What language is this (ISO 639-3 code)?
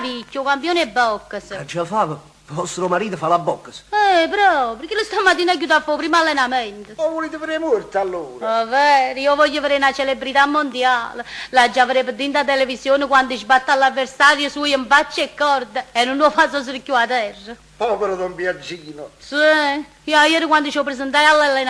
nap